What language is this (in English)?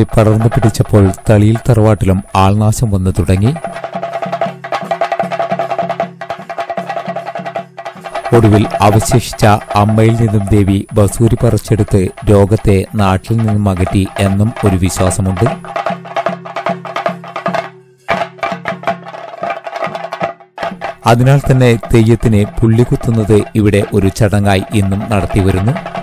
Malayalam